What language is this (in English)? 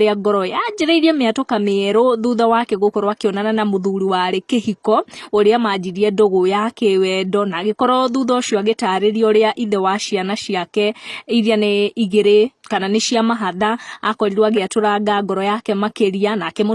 Kikuyu